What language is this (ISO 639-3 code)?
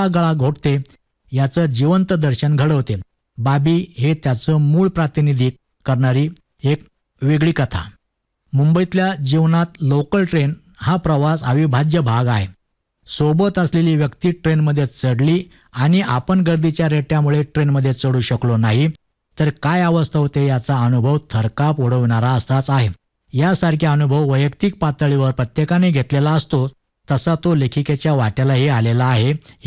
mar